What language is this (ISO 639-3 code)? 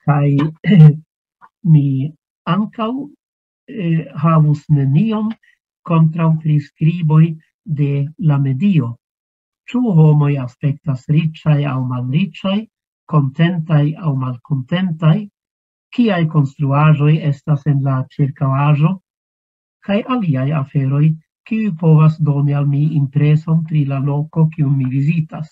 epo